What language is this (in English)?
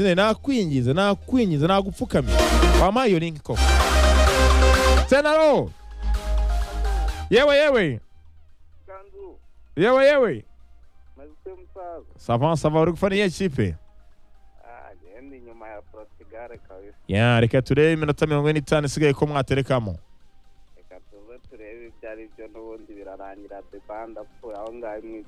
Kinyarwanda